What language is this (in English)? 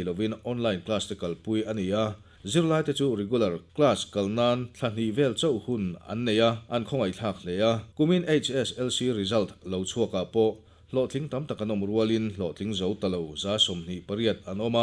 Mizo